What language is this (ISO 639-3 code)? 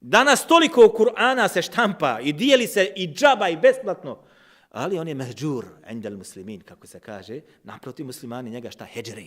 bos